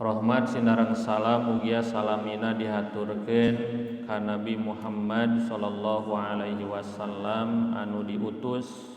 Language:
Sundanese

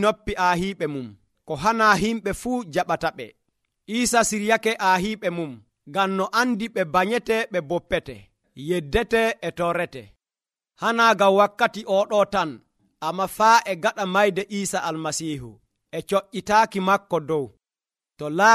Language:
Nigerian Fulfulde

